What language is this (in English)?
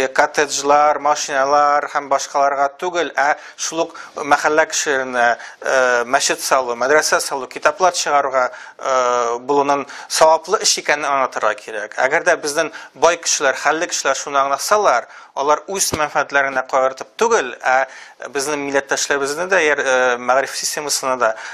Tatar